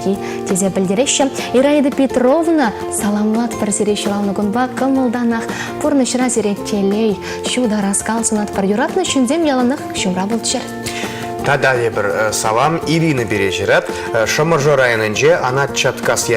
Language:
Chuvash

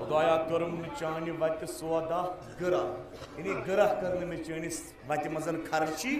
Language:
Kashmiri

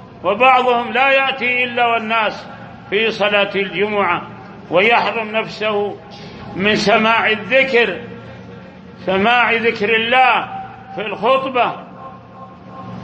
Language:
Arabic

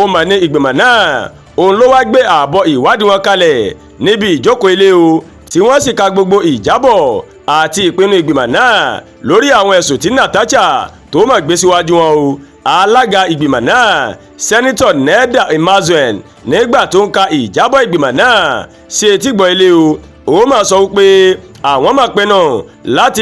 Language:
Yoruba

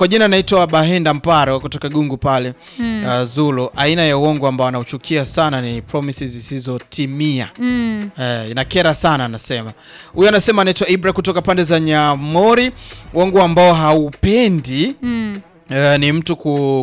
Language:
Swahili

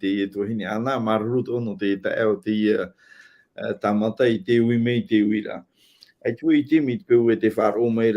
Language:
Tahitian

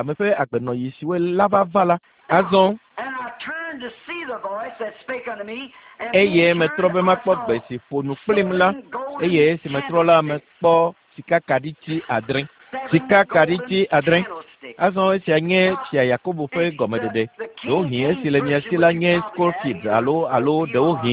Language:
Ewe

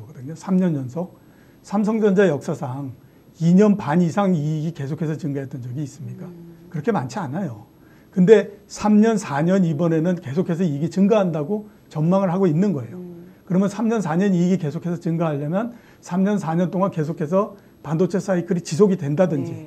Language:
Korean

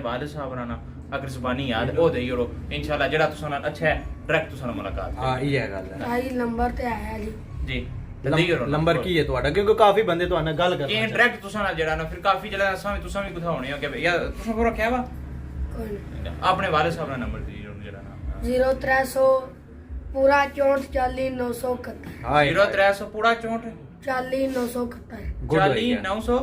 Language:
Pahari-Potwari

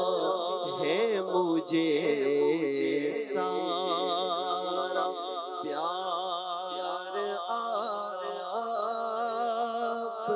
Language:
Urdu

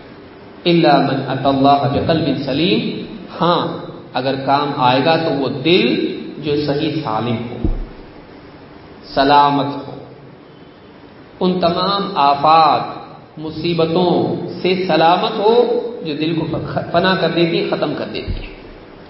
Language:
Urdu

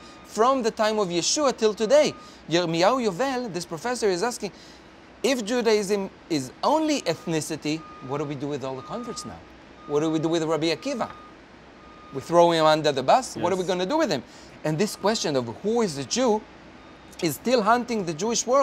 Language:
English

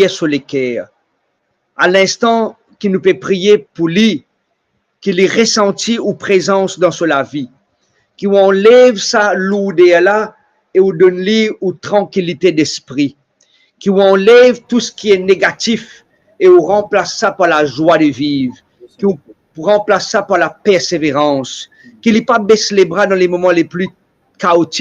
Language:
Morisyen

